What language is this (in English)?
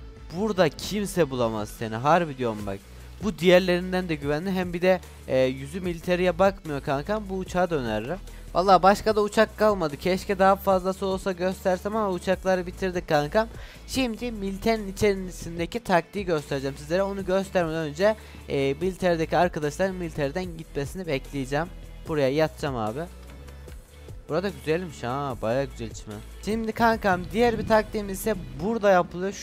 Turkish